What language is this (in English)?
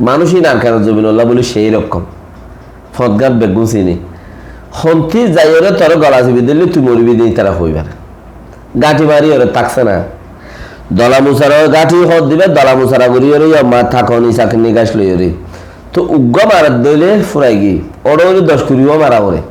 Rohingya